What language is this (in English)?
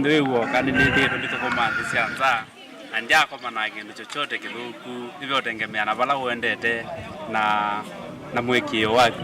Kamba